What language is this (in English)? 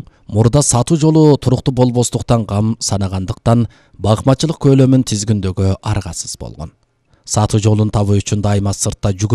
Kyrgyz